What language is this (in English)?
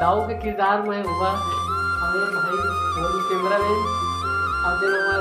Chhattisgarhi